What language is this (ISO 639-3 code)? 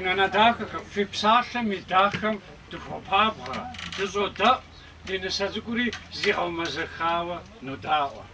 kbd